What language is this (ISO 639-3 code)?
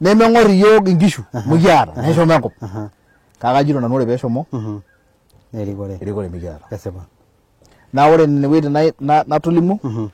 mas